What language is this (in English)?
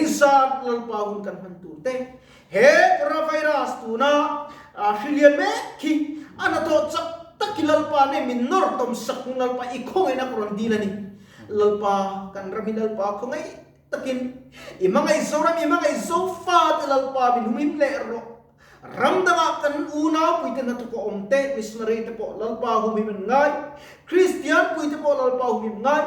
Mizo